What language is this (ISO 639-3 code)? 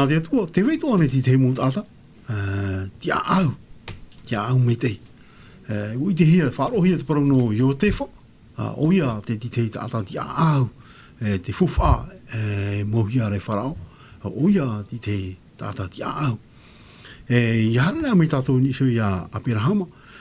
tah